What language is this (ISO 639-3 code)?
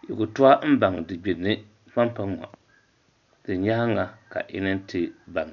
dag